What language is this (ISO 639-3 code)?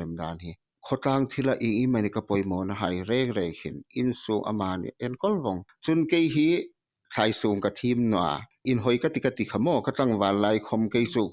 hmr